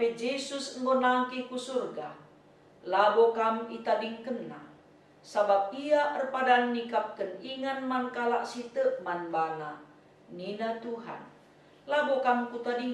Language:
Batak Karo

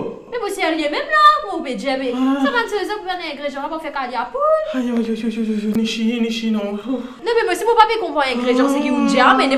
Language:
Morisyen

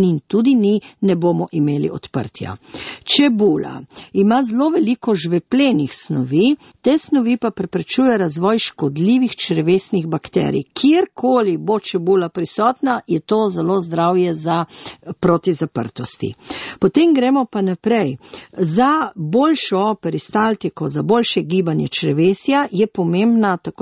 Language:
Slovenian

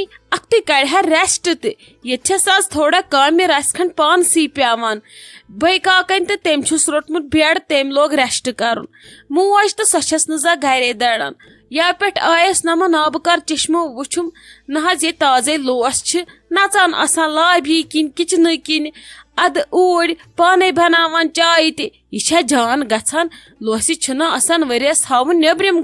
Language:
Kashmiri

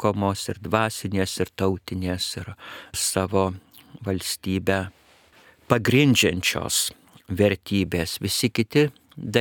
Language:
Lithuanian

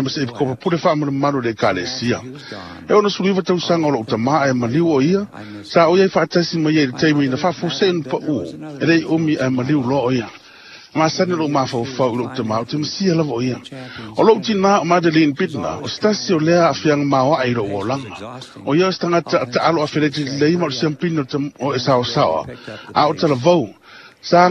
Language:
Samoan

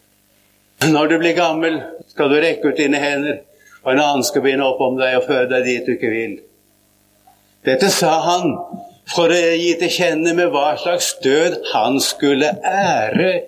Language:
Norwegian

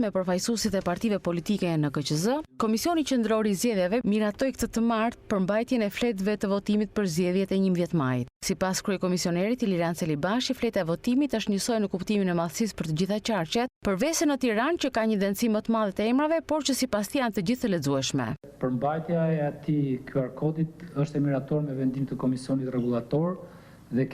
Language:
Albanian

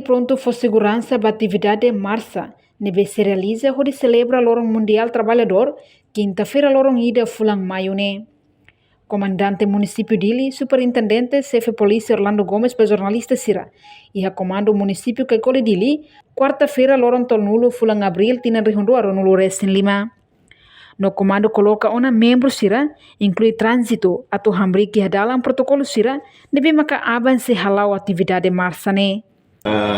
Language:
Tetum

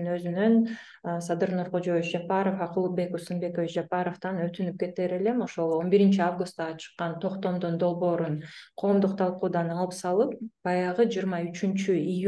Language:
Kyrgyz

